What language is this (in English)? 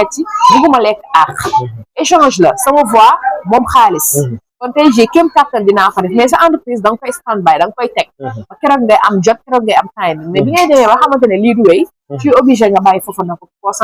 Wolof